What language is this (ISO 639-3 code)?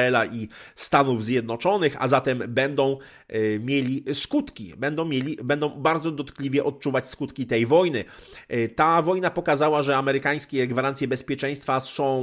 pol